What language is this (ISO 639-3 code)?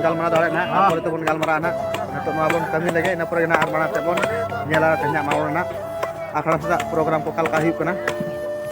sat